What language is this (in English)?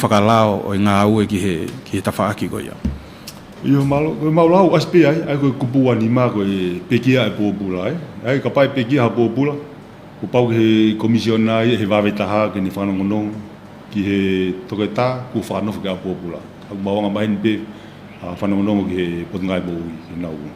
Tongan